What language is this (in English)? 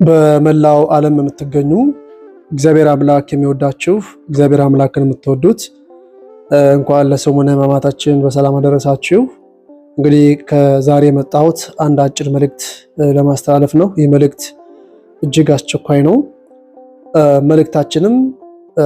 Amharic